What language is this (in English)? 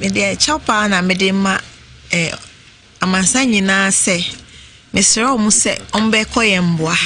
Akan